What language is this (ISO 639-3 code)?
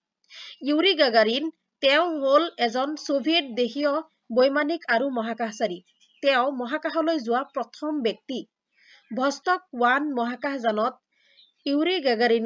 asm